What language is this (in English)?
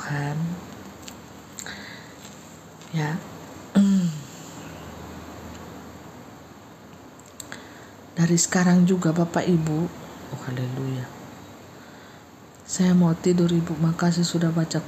Indonesian